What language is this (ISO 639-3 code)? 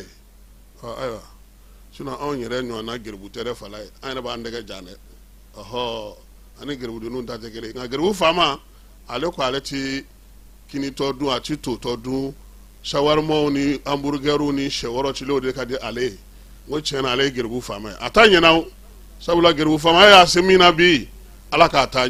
bam